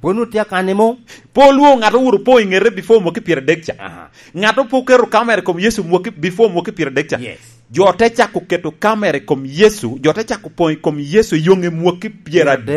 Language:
Lango (Uganda)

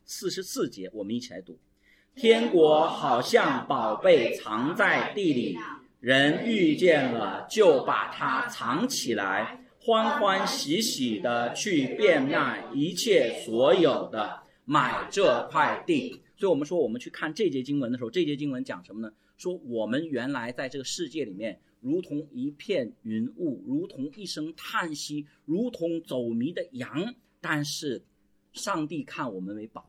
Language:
Chinese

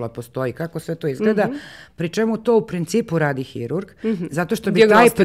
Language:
Serbian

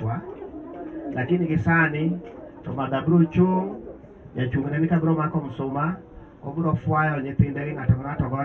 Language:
Luo (Kenya and Tanzania)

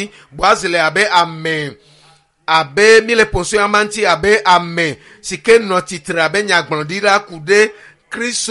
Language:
Ewe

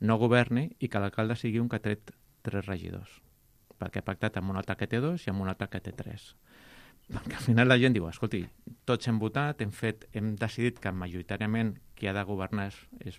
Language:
Catalan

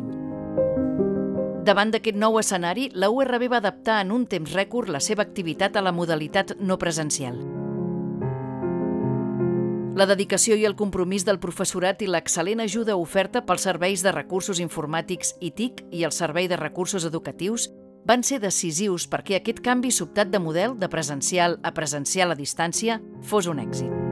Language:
Catalan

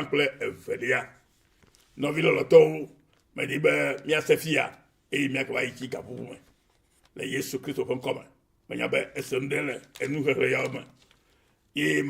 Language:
Ewe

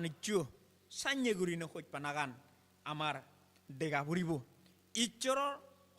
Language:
Chakma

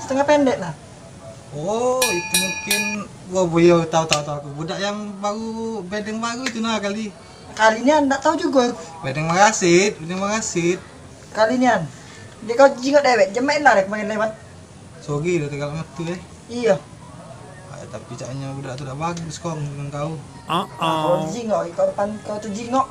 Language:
Musi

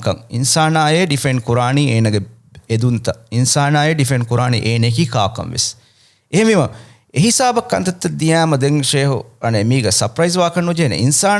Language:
Divehi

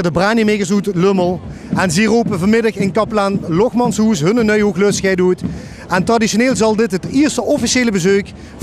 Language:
Limburgish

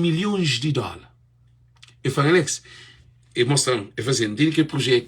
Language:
Kabuverdianu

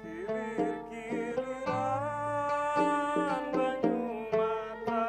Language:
Banjar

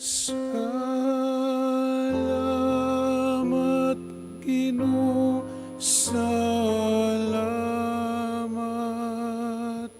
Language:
Pampanga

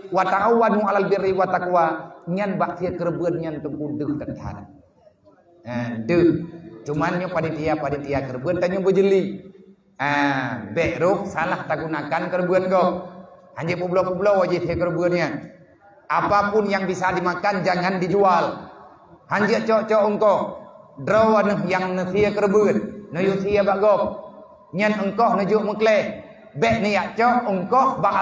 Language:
Achinese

